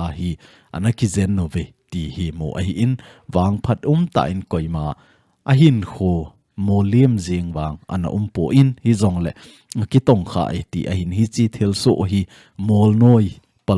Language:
Thado Chin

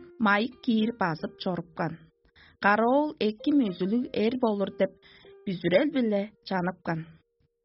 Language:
Tuvinian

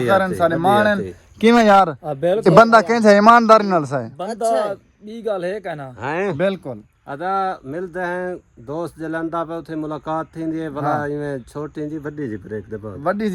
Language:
Saraiki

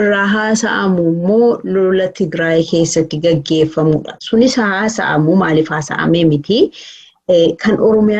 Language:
Oromo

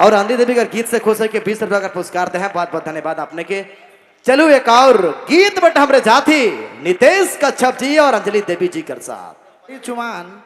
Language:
Sadri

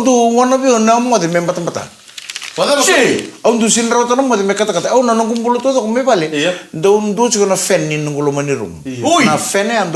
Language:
Fijian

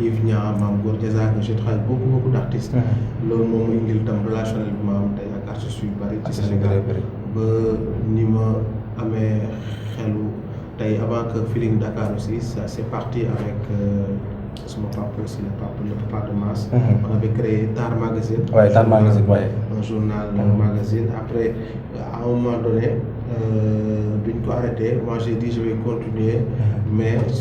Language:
Wolof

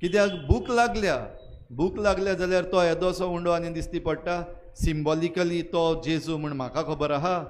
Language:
Konkani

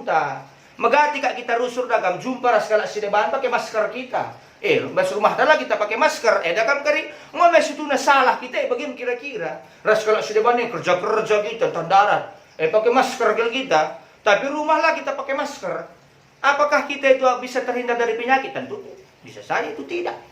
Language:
Batak Karo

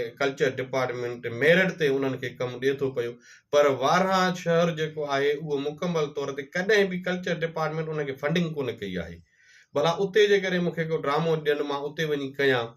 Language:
Sindhi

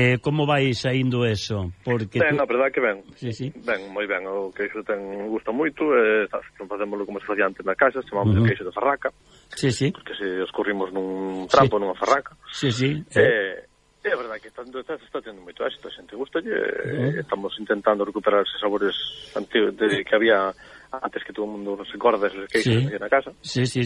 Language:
Galician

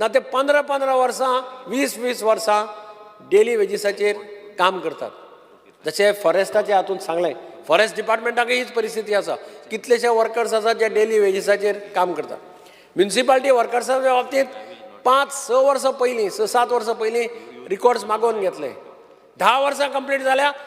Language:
Konkani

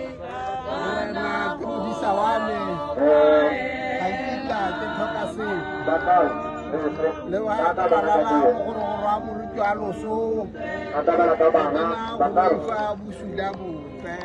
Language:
Tswana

